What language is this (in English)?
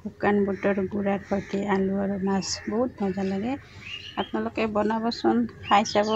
Assamese